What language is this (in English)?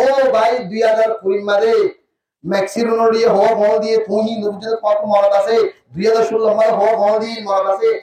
Rohingya